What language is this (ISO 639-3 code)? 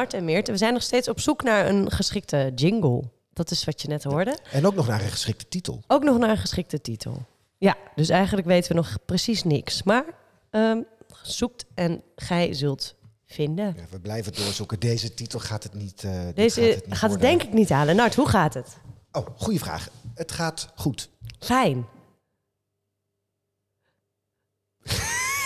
nld